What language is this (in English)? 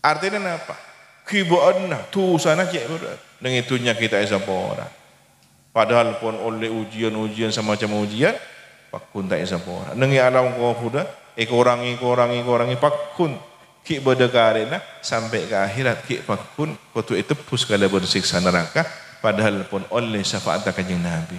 Madurese